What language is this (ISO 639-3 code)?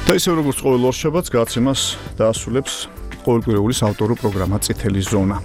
kat